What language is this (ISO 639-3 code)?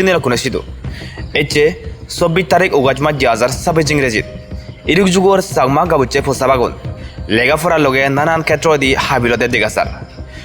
ccp